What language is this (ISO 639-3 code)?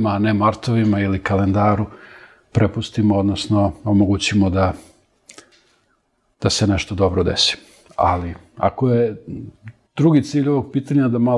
srp